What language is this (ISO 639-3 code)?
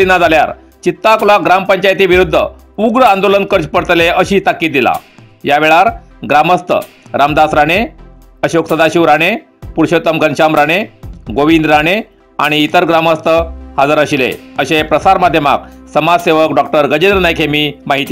kok